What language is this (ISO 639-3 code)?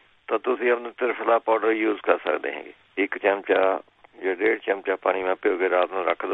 pan